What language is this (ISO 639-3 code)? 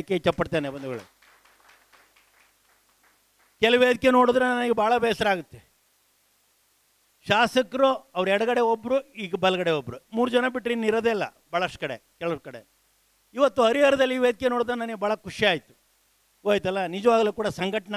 kan